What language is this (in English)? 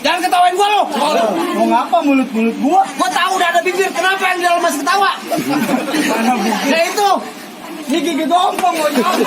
Betawi